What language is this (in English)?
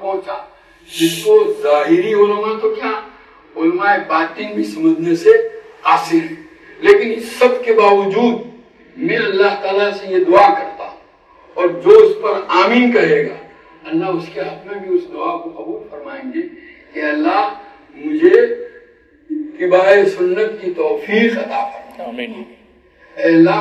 Urdu